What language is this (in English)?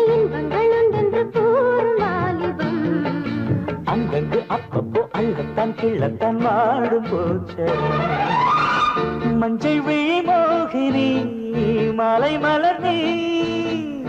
Tamil